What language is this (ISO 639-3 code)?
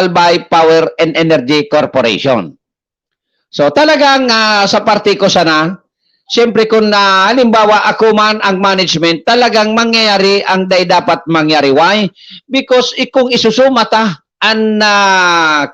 bik